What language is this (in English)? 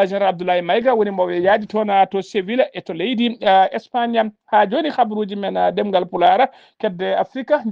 Fula